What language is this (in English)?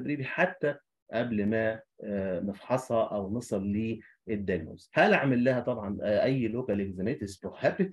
Egyptian Arabic